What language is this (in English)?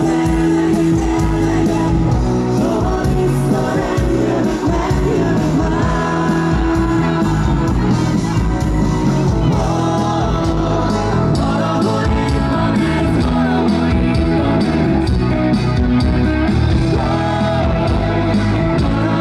Hungarian